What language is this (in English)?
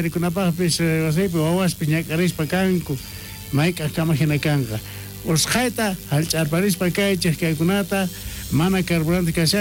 South Bolivian Quechua